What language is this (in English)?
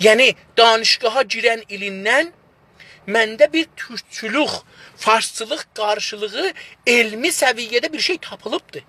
South Azerbaijani